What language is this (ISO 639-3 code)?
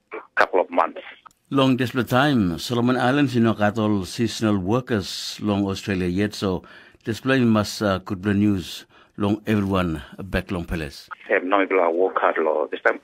tpi